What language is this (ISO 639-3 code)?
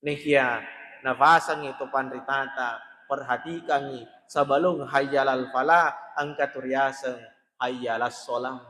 bug